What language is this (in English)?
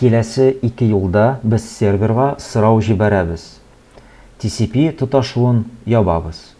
Tatar